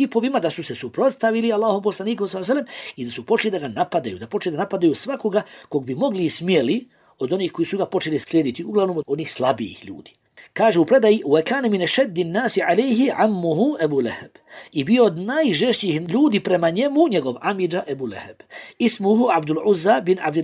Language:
Bosnian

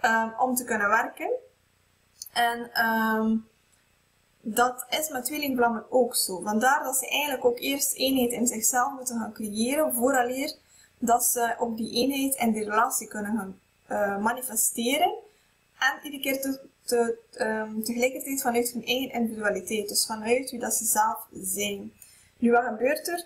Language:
Dutch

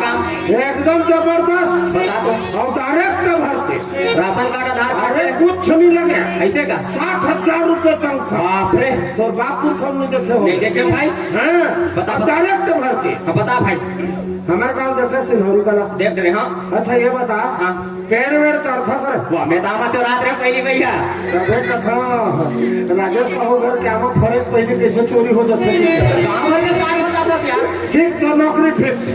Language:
Chhattisgarhi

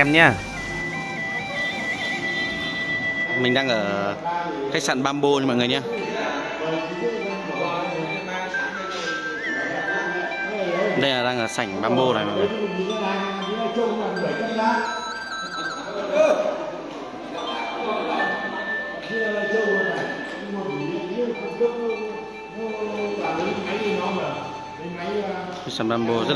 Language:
Vietnamese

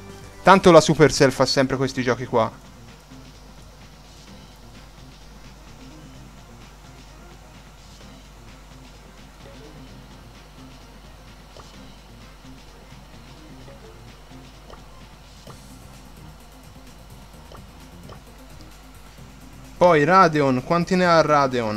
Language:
Italian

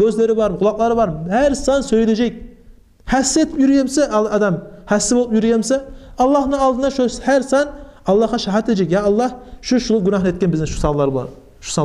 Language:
Kumyk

